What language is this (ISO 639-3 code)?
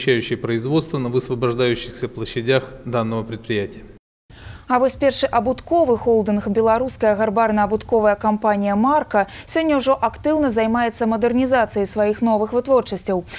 bel